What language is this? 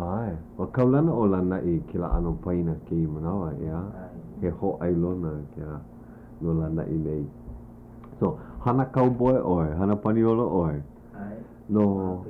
Hawaiian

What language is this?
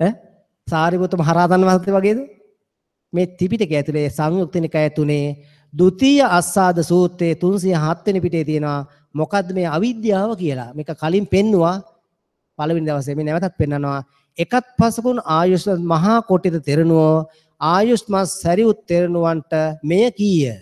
Sinhala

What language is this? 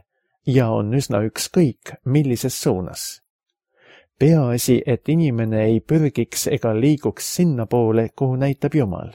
Estonian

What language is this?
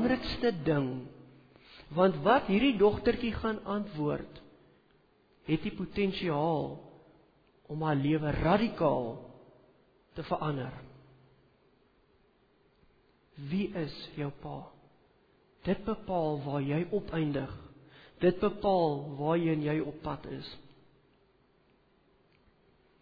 Afrikaans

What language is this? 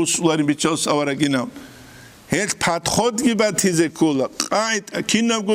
Avaric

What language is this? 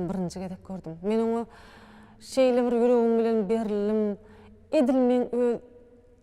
Turkmen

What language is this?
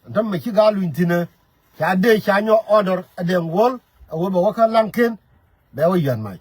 Nuer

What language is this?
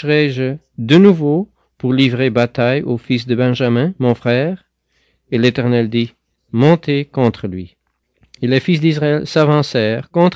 French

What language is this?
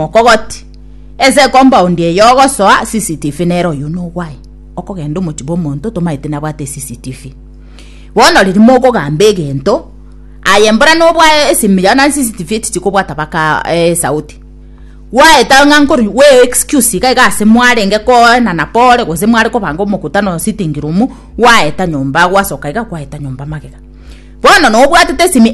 Gusii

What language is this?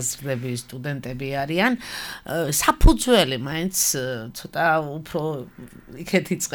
Georgian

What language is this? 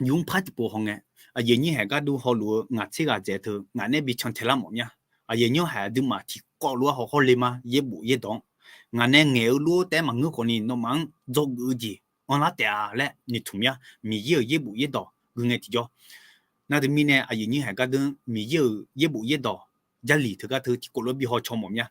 Akha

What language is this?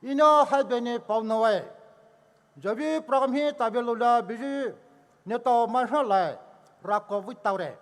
Poumei Naga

